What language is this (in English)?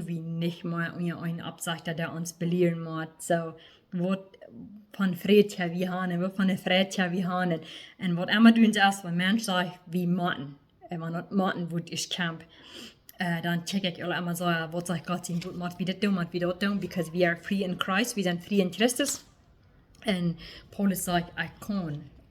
Plautdietsch